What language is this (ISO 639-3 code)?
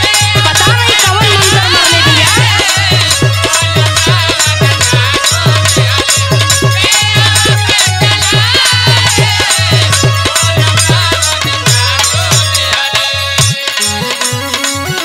bho